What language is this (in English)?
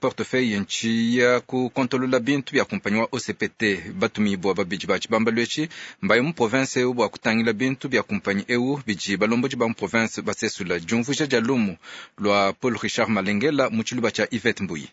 Luba-Lulua